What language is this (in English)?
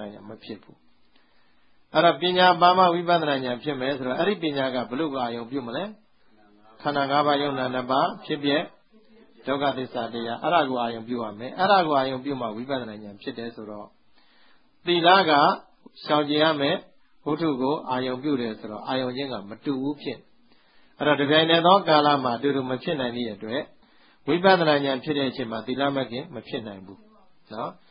Burmese